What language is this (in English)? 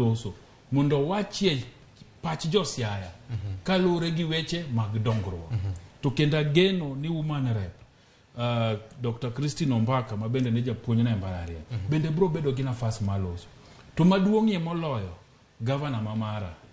Luo (Kenya and Tanzania)